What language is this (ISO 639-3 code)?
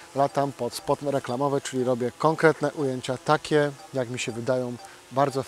pol